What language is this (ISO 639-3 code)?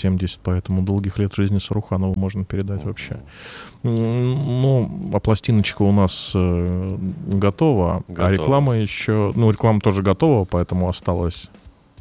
rus